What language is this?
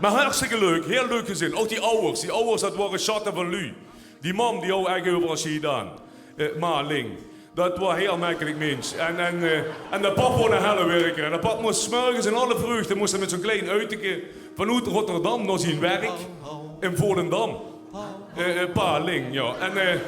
Limburgish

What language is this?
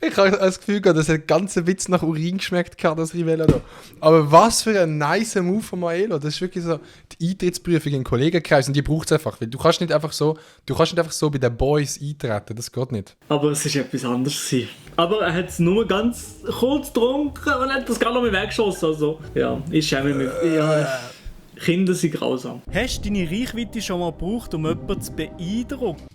Swiss German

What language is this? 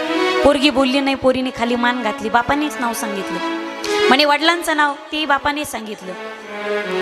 Marathi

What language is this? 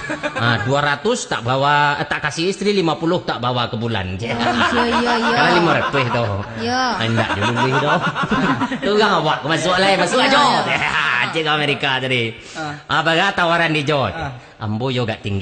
Minangkabau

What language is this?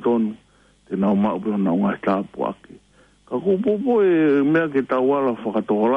Tongan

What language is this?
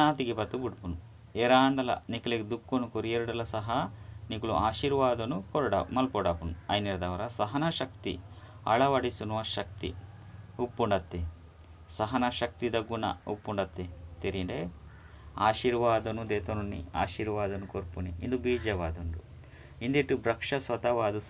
Tulu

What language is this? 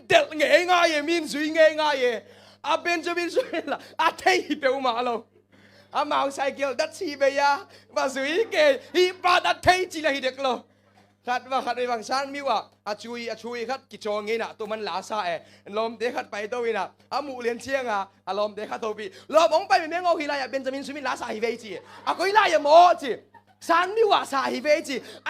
Tedim Chin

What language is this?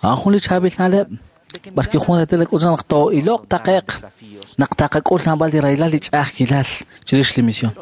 Kekchí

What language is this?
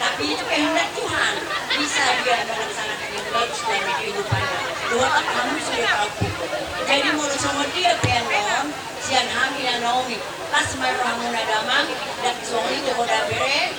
Batak Toba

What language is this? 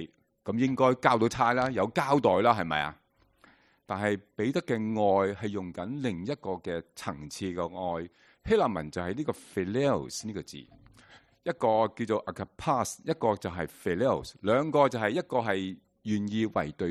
Cantonese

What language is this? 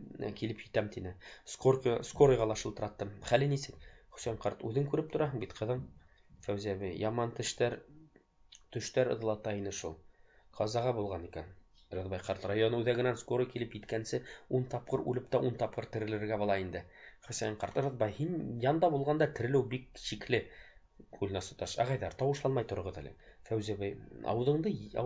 Bashkir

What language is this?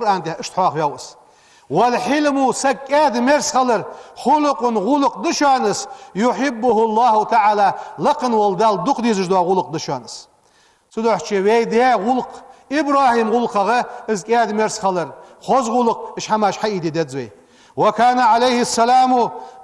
Ingush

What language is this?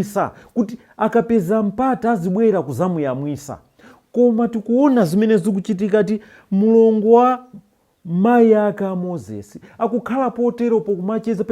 Nyanja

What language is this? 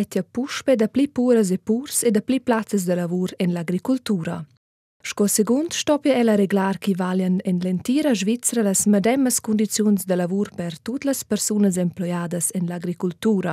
Romansh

